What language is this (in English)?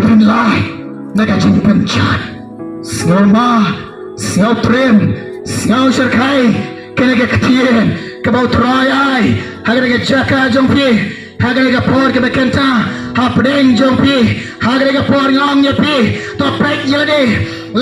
Khasi